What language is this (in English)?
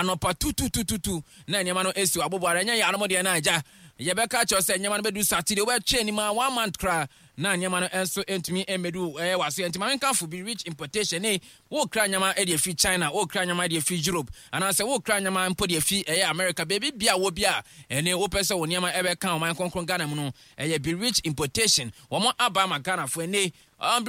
Akan